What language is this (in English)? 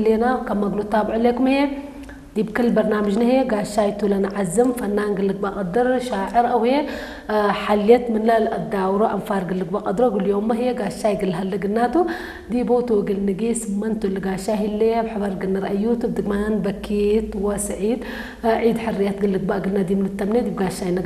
Tigrinya